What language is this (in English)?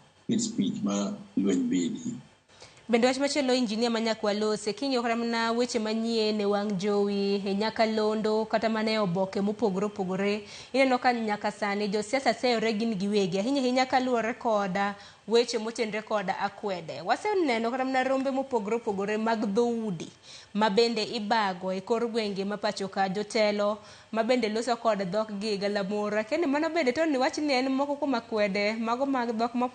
Luo (Kenya and Tanzania)